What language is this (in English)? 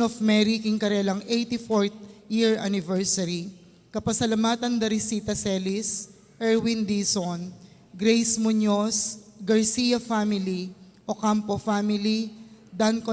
Pampanga